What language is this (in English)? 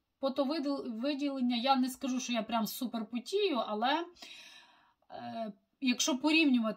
Ukrainian